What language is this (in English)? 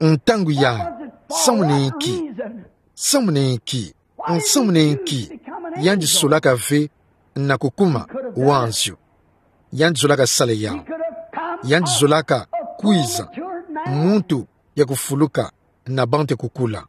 Kituba (Democratic Republic of Congo)